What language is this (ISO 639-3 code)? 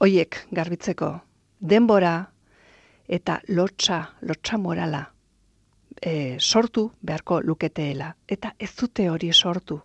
eus